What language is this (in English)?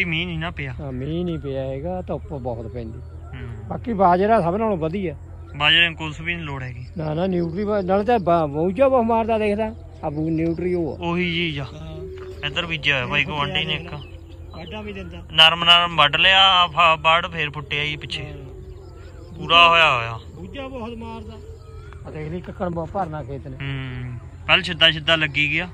Punjabi